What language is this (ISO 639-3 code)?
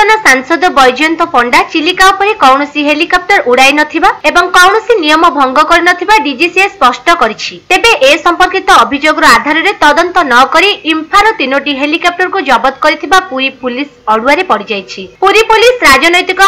ori